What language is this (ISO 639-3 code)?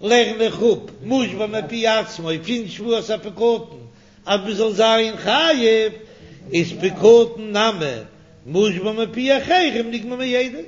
yid